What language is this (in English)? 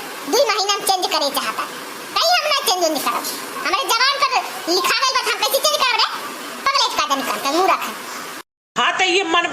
Awadhi